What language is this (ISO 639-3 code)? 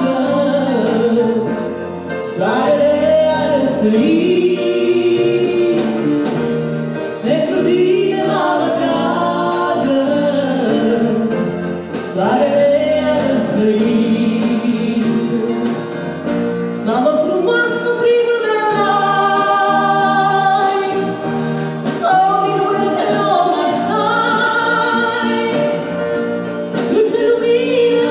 ron